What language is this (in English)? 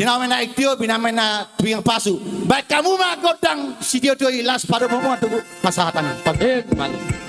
Batak Toba